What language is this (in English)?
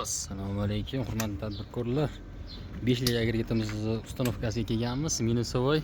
Uzbek